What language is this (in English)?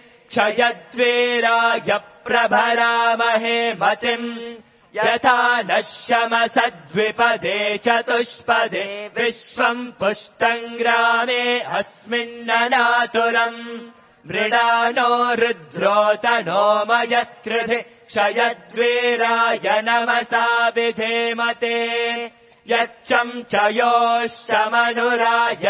Sanskrit